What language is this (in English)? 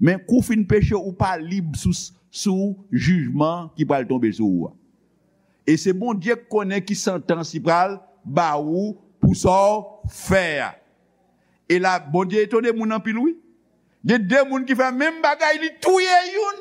Haitian Creole